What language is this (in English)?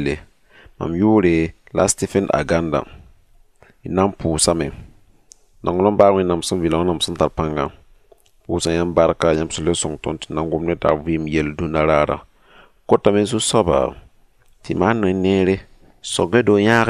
Mossi